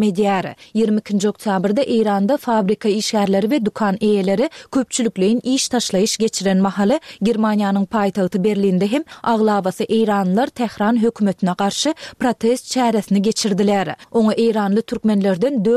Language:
Turkmen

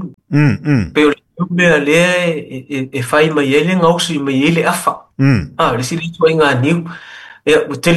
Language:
Samoan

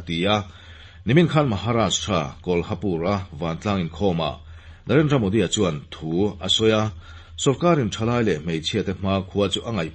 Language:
Mizo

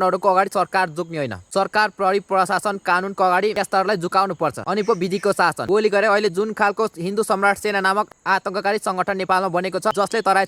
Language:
Nepali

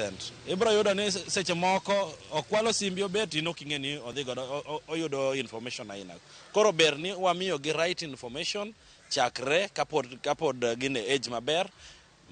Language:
Luo (Kenya and Tanzania)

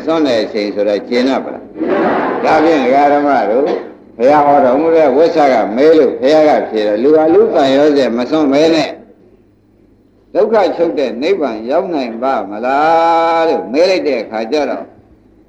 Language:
Burmese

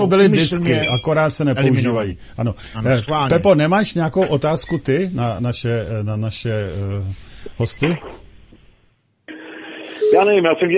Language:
Czech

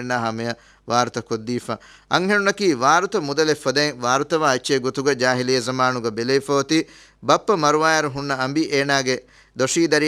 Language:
Divehi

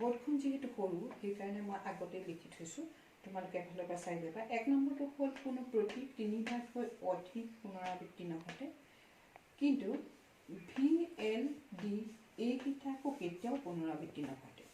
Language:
Assamese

